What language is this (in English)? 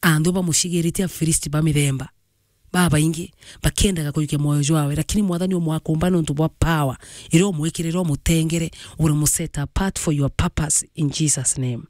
Meru